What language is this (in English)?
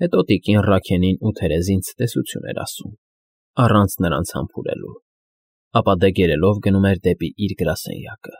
Armenian